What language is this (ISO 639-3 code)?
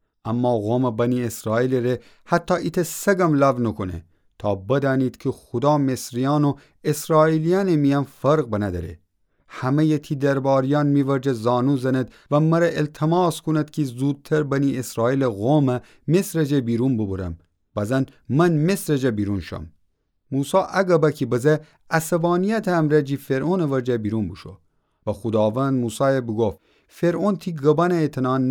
glk